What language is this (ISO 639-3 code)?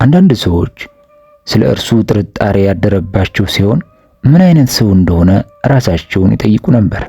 amh